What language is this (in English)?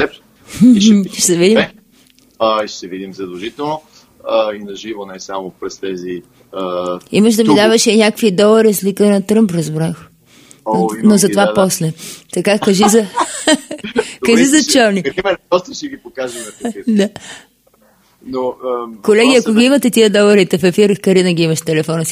Bulgarian